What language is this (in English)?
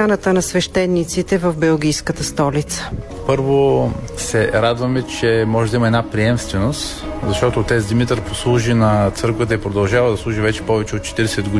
Bulgarian